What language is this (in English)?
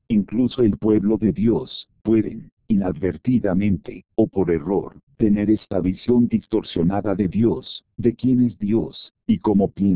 Spanish